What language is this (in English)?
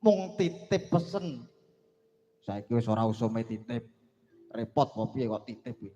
Javanese